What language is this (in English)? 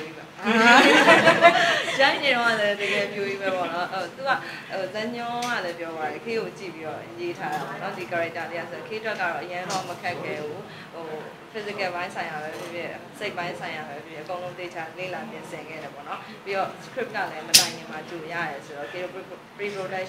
Burmese